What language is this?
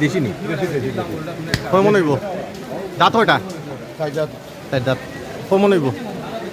Sylheti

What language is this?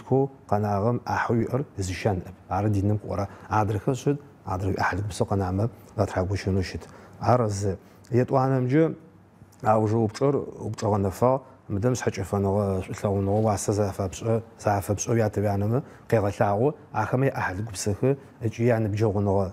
Adyghe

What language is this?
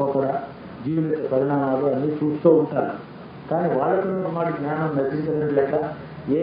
Telugu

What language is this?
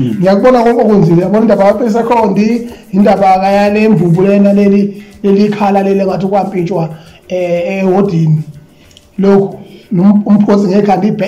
Zulu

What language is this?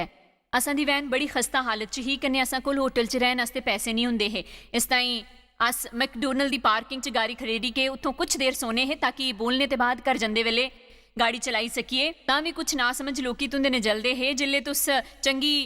Dogri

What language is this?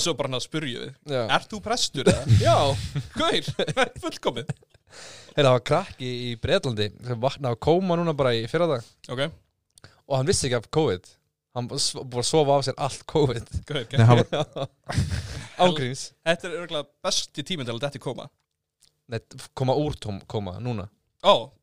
Icelandic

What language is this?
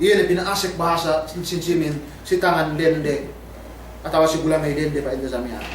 Yakan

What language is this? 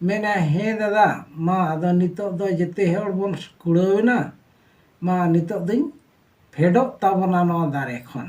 Santali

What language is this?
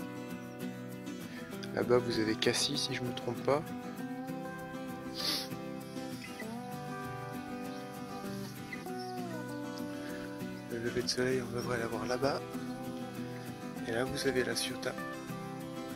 French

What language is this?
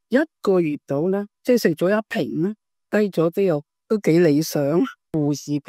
Cantonese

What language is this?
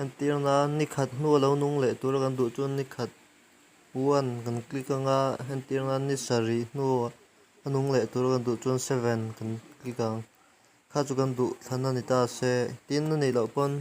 Mizo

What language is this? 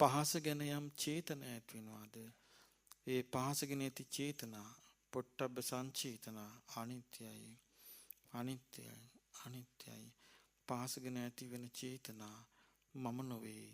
Sinhala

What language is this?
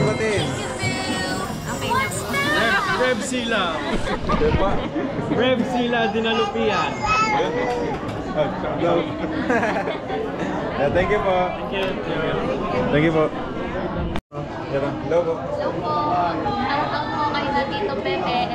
Filipino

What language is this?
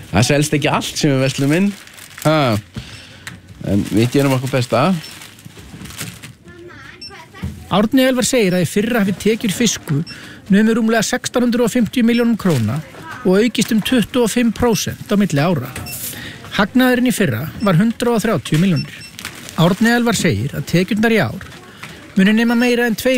Icelandic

